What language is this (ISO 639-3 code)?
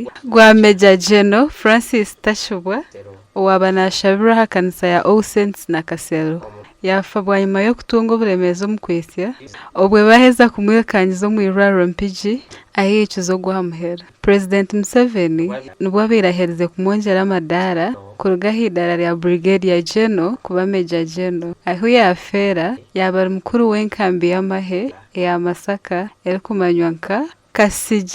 nyn